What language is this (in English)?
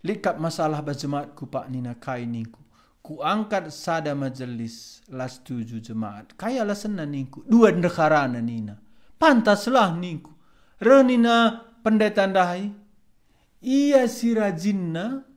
Batak Karo